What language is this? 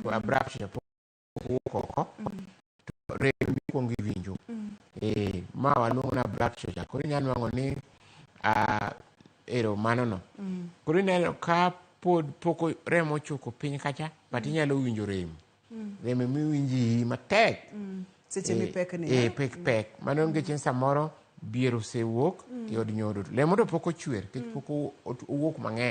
Luo (Kenya and Tanzania)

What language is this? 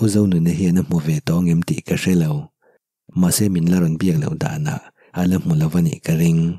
Mizo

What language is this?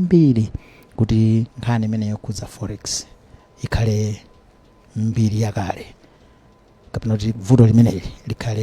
Nyanja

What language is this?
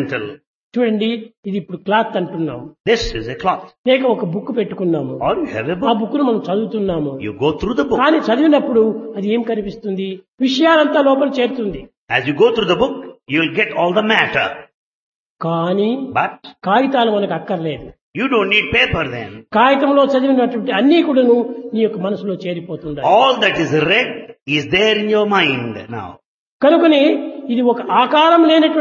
Telugu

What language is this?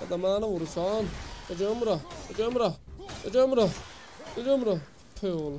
South Azerbaijani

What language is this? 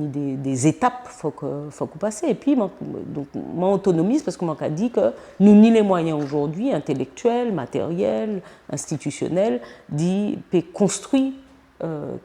Guadeloupean Creole French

